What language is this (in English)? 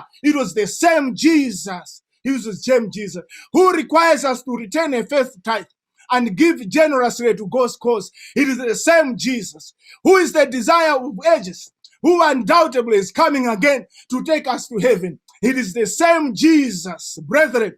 English